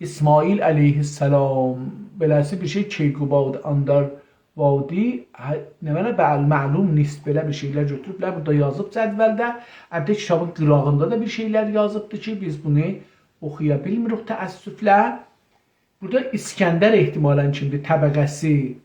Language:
South Azerbaijani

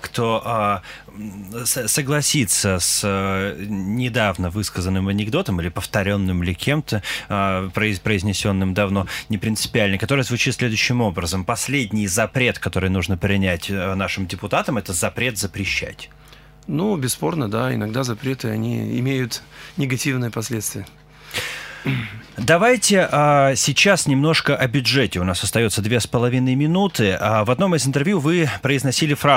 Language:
Russian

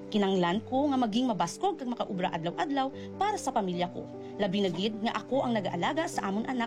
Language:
Hiligaynon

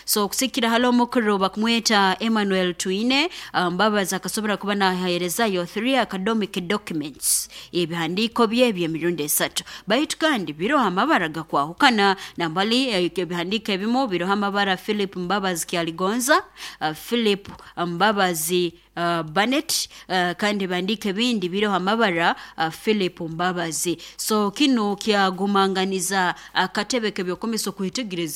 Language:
Nyoro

